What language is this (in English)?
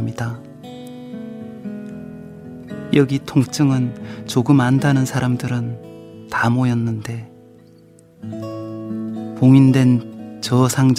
Korean